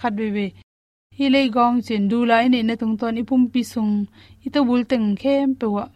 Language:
Tedim Chin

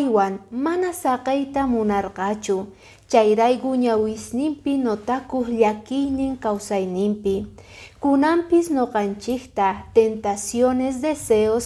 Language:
Quechua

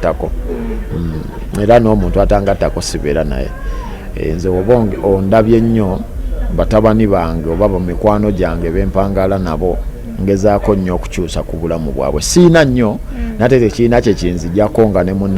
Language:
Ganda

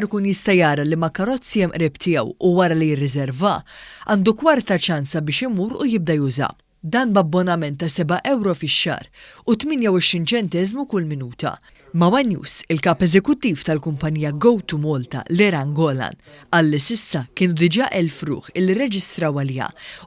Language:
Maltese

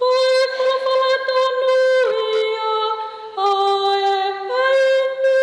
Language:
Tongan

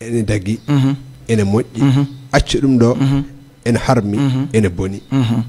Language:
Fula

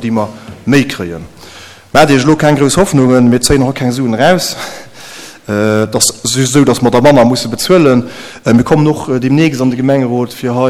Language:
Luxembourgish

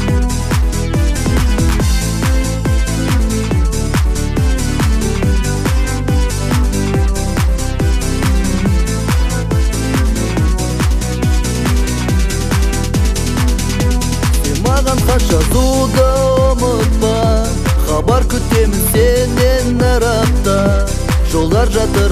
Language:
Kazakh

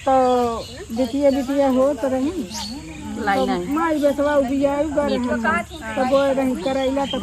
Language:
Awadhi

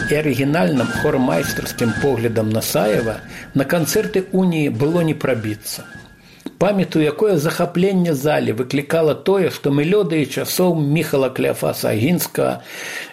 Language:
Belarusian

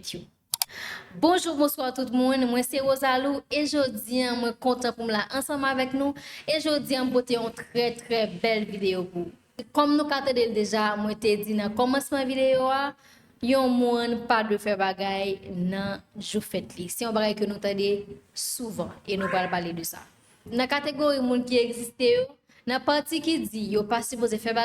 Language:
Haitian Creole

